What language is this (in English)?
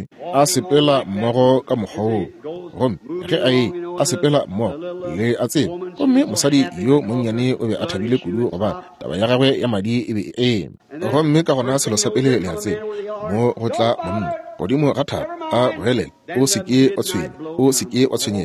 Northern Sotho